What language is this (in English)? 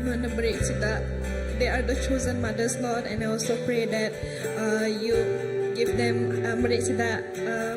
Iban